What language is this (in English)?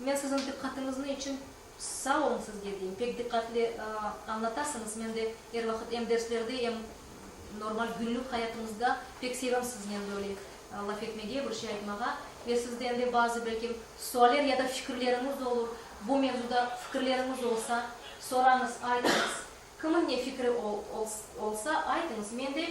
Crimean Tatar